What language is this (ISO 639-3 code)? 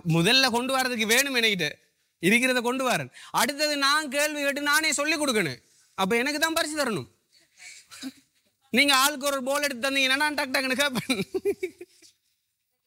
tam